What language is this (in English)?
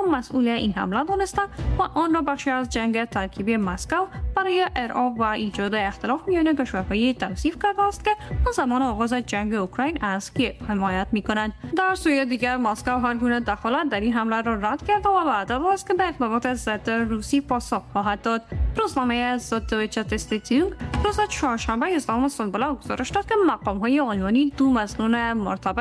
Persian